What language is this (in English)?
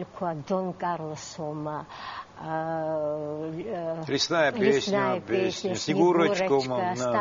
Abkhazian